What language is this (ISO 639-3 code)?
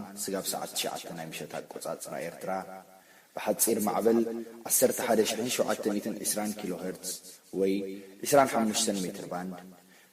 tir